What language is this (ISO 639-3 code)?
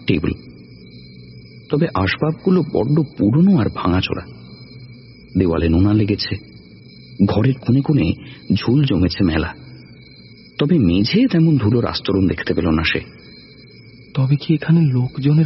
ben